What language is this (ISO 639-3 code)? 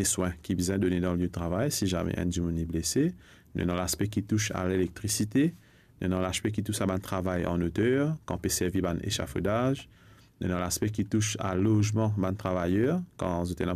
mfe